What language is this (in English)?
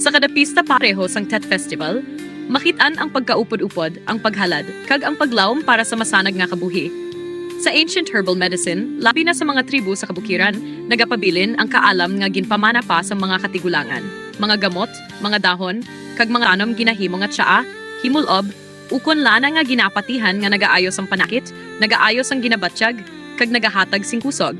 Hiligaynon